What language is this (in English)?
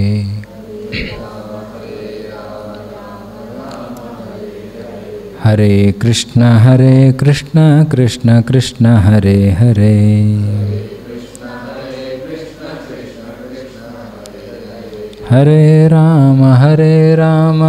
Kannada